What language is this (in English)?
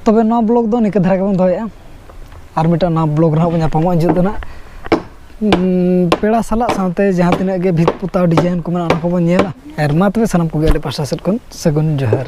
Santali